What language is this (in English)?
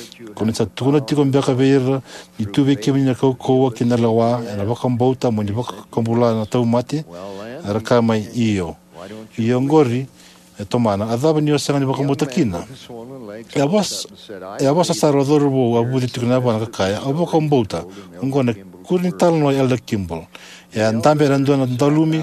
Fijian